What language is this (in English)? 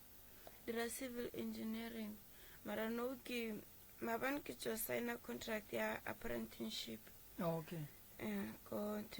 Northern Sotho